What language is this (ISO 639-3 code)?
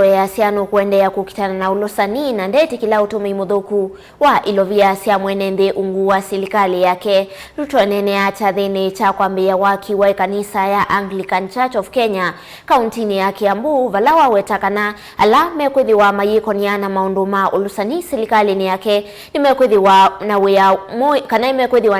kam